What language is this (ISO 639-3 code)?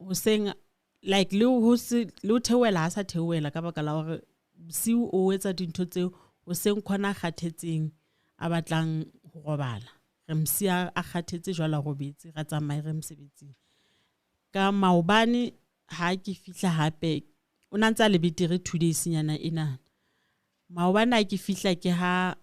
sot